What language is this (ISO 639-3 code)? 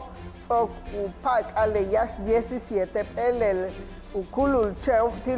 yua